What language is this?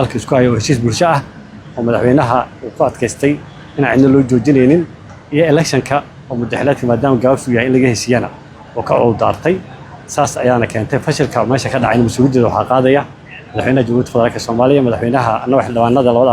Somali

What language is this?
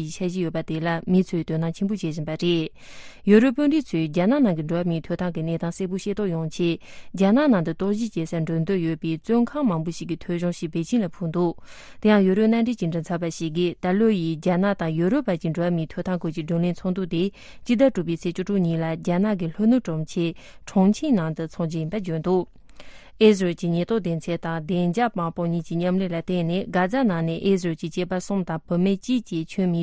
Tibetan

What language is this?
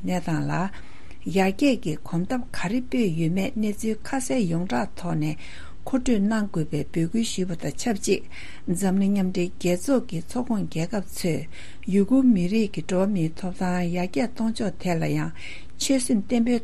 Tibetan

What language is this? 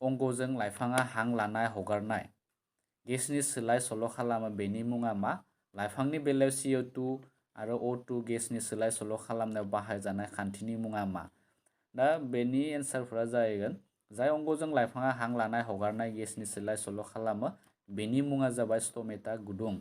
Bodo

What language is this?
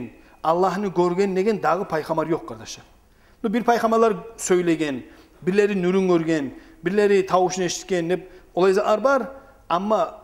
Kumyk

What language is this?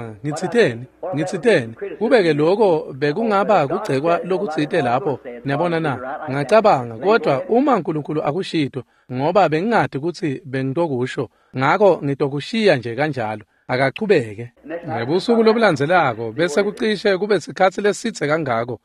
Swati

